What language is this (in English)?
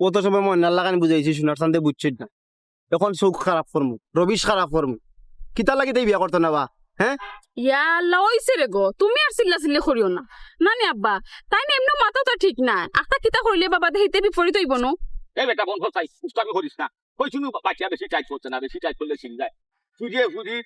Sylheti